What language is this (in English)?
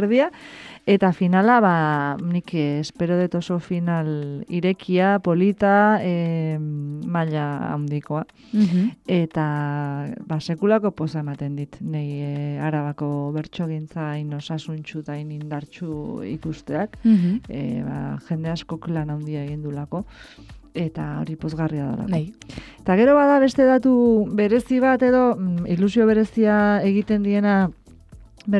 Basque